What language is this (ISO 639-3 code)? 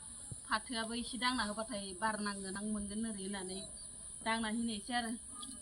brx